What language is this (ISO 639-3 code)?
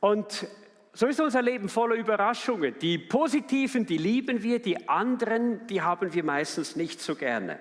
gsw